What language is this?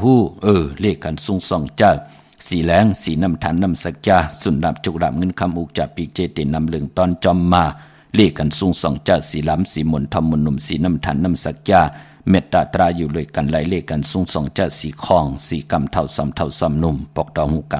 Shan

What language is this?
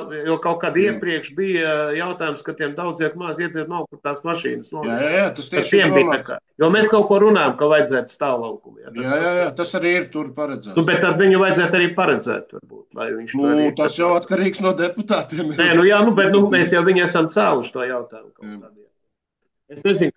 Latvian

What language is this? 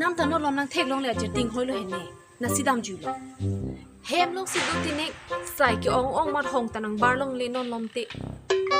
Karbi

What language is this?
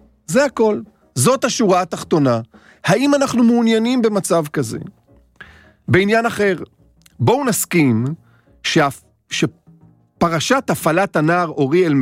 Hebrew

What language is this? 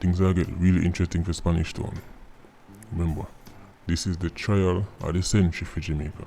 Jamaican Creole English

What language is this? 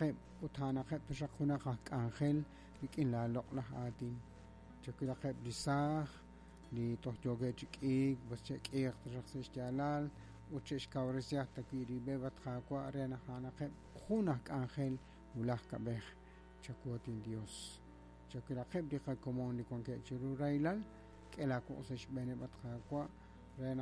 Kekchí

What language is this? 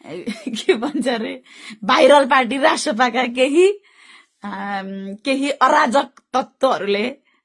Nepali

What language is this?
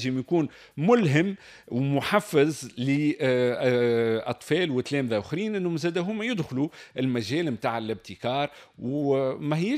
Tunisian Arabic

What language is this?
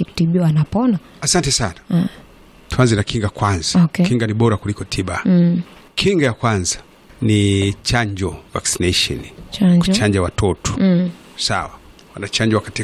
Swahili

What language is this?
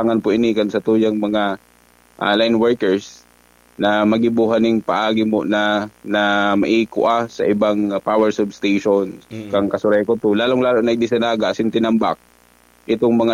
Bikol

